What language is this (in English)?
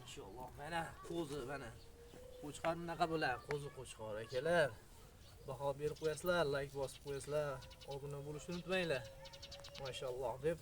Uzbek